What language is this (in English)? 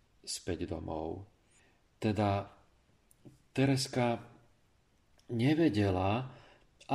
Slovak